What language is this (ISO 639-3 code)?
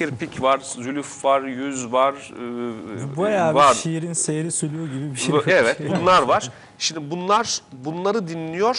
tur